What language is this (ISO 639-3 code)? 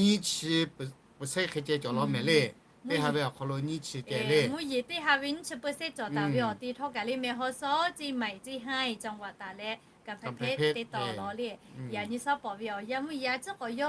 lhu